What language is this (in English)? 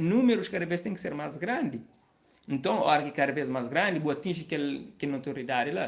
Kabuverdianu